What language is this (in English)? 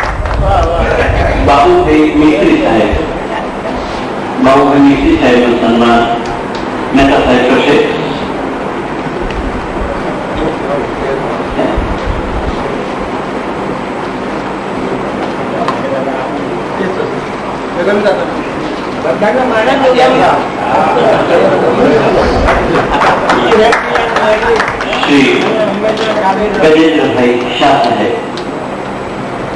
Gujarati